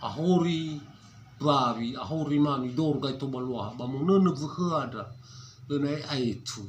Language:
Nias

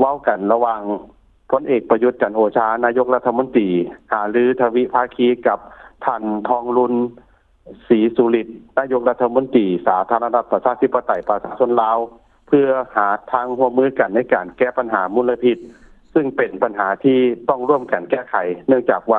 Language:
Lao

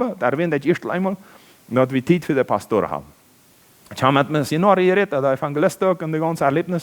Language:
Plautdietsch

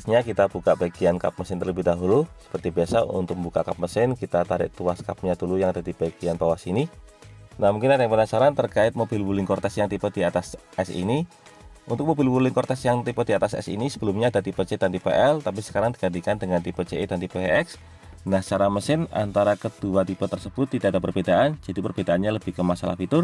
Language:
Indonesian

